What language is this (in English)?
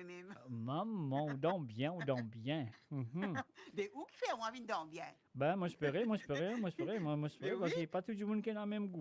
Morisyen